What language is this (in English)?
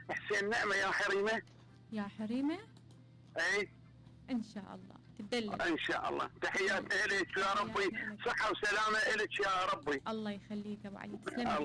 Mesopotamian Arabic